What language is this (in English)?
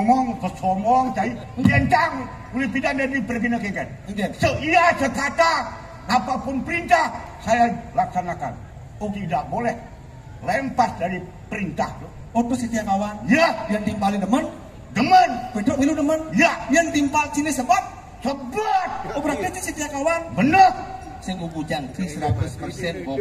Balinese